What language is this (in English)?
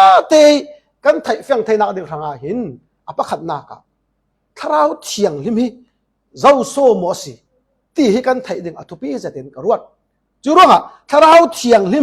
Falam Chin